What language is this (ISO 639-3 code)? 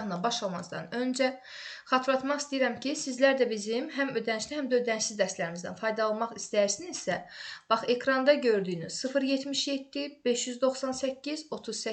aze